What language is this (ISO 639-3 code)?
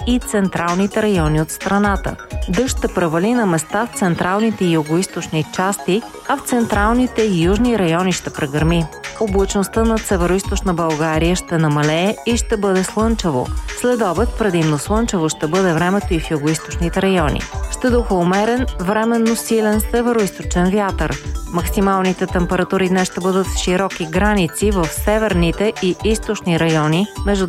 bul